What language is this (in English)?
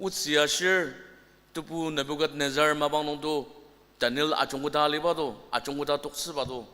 Ao Naga